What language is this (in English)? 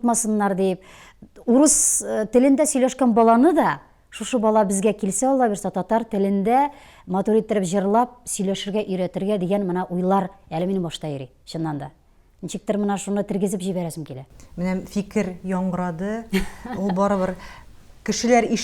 Tatar